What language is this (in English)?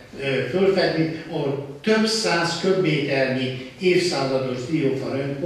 Hungarian